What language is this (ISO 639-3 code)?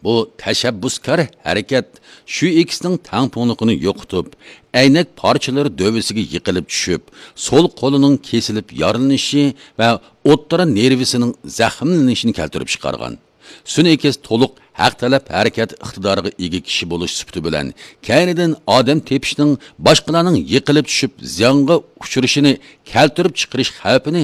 uig